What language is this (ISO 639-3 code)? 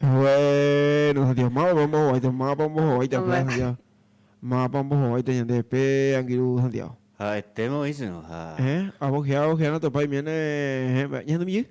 grn